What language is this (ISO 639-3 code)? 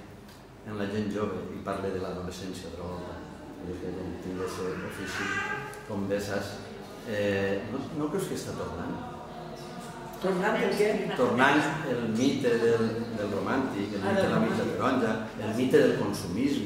cat